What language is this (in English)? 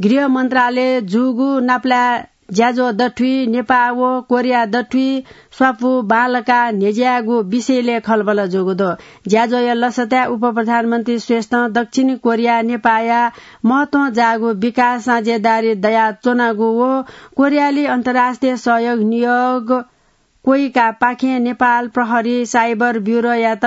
Newari